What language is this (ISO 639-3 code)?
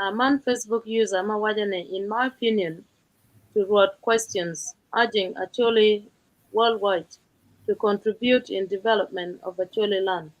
ach